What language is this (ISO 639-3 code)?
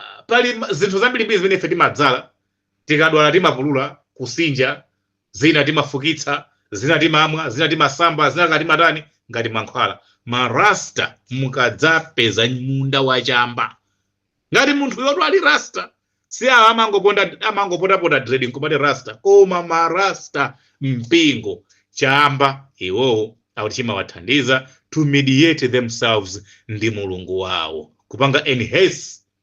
nya